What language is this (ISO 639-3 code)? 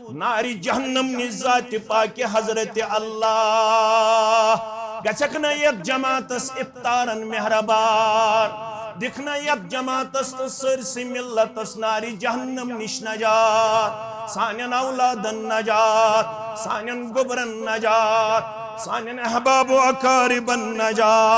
kas